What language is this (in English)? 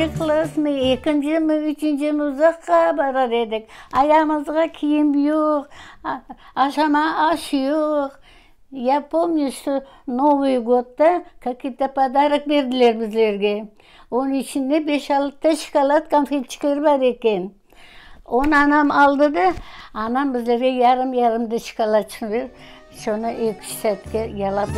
Crimean Tatar